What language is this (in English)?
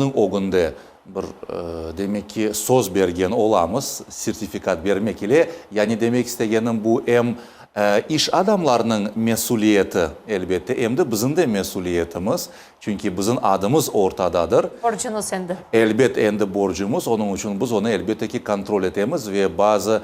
Crimean Tatar